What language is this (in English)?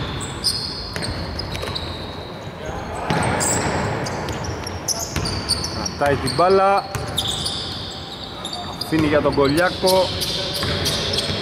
Greek